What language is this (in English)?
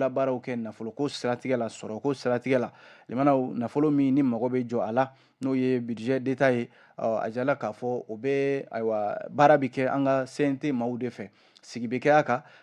Bambara